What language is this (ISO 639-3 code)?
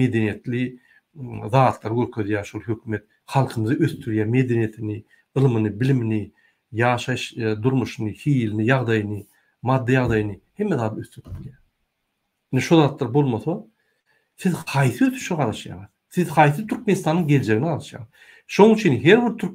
tuk